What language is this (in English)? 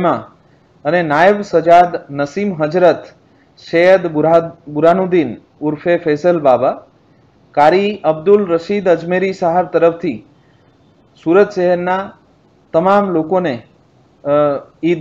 Gujarati